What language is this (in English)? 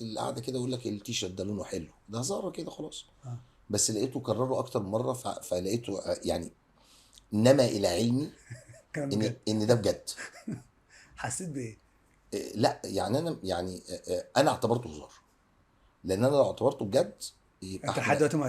Egyptian Arabic